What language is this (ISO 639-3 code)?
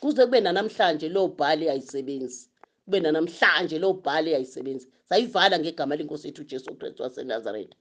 zul